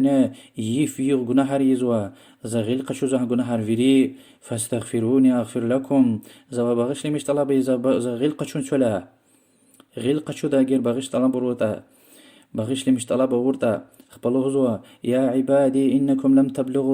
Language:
Lezghian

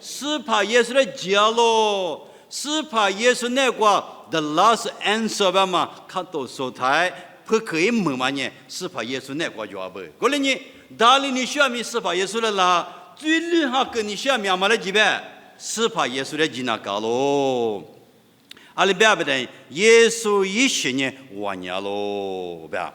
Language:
Lisu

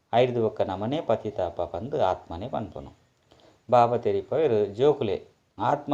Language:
Tulu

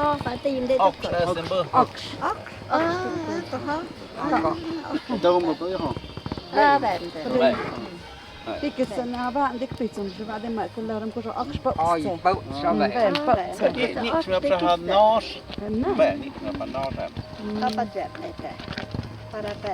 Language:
Totontepec Mixe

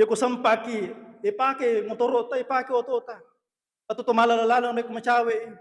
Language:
Buginese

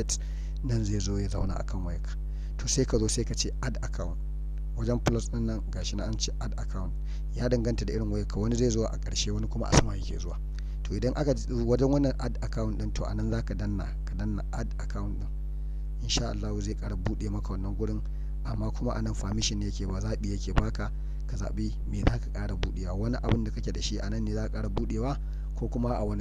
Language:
Hausa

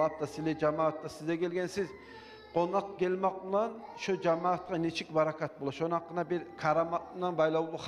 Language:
Kumyk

